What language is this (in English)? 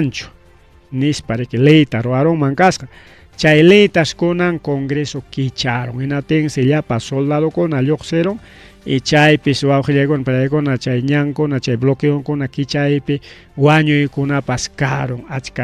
Ayacucho Quechua